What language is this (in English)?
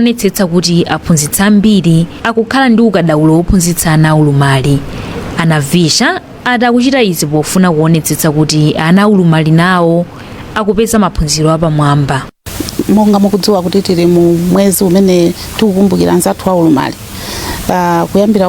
Nyanja